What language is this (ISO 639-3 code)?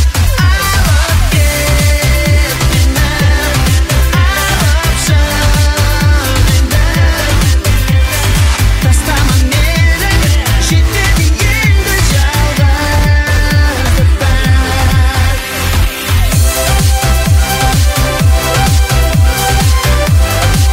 kaz